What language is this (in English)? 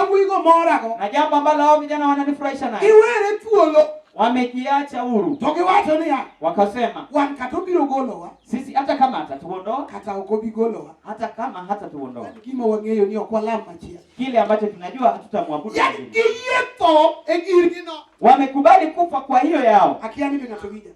Luo (Kenya and Tanzania)